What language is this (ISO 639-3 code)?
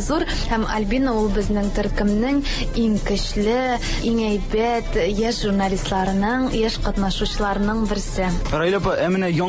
tat